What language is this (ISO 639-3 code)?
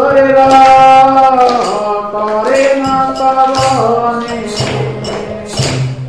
ori